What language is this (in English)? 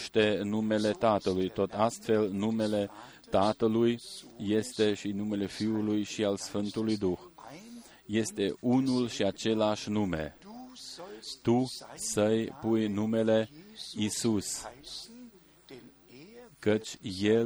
Romanian